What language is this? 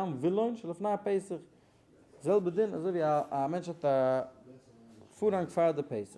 Yiddish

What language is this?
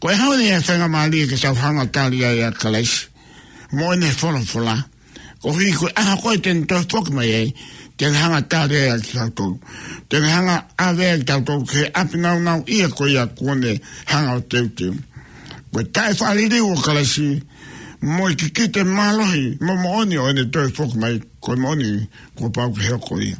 Tongan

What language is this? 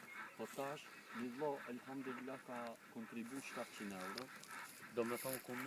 Albanian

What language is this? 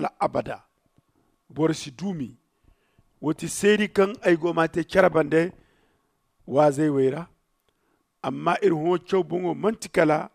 Zarma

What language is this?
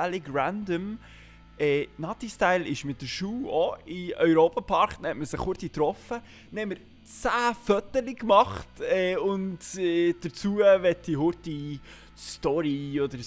Swiss German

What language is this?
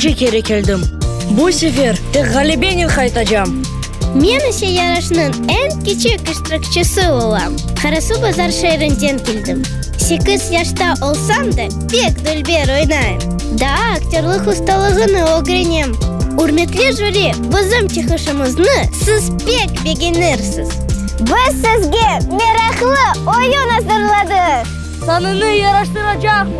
Crimean Tatar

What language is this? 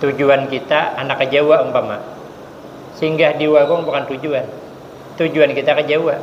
Banjar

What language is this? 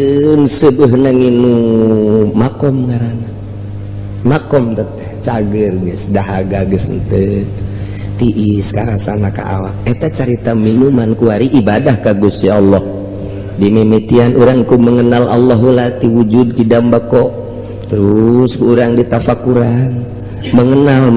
Sundanese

